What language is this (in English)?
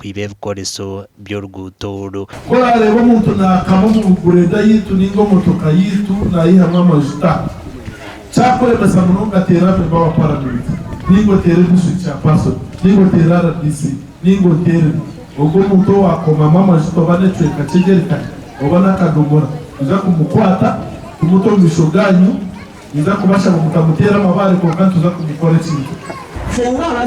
Nyankole